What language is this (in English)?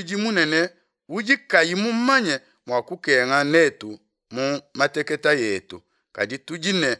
Luba-Lulua